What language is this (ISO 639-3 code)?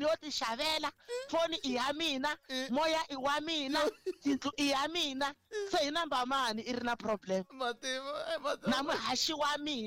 tso